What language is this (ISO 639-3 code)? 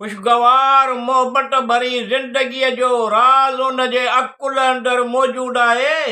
snd